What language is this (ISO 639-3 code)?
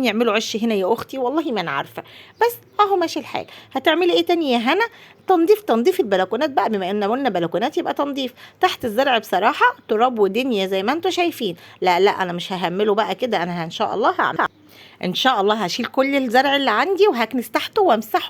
arz